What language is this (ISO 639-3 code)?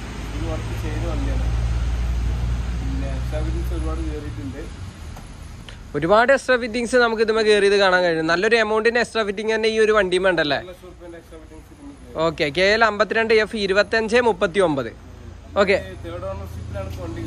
mal